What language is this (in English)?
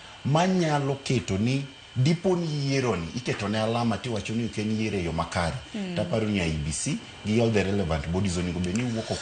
Luo (Kenya and Tanzania)